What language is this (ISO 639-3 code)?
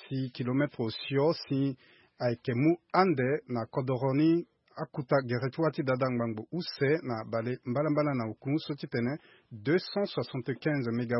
sag